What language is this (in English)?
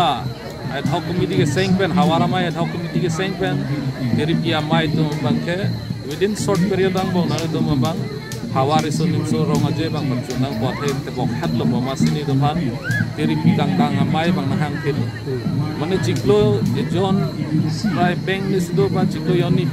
Karbi